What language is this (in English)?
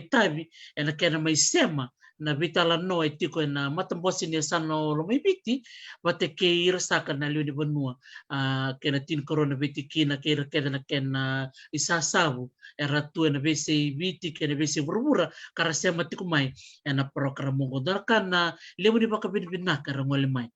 Fijian